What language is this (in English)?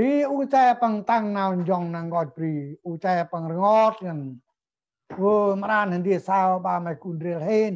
Central Mnong